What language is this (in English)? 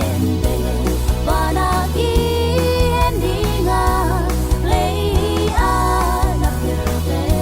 Tedim Chin